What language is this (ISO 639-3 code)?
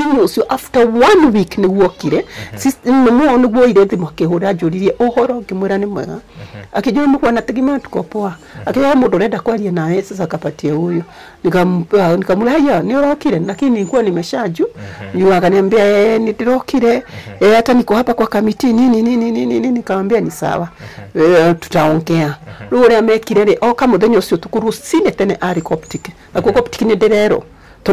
kik